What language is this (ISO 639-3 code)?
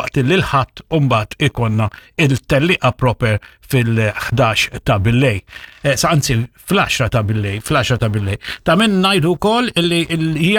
mlt